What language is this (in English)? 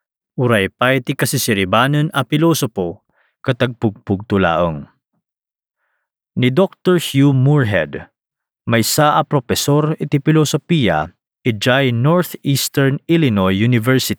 Iloko